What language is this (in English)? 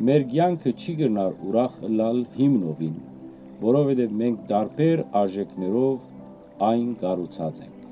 Western Armenian